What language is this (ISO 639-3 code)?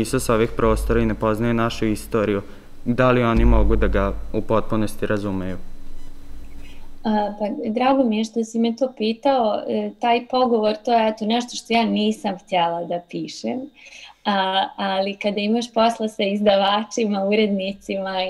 srp